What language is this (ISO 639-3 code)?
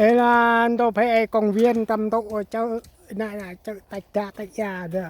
cmo